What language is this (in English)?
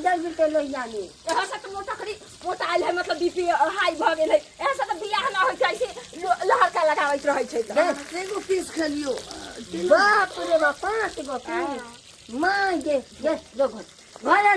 Maithili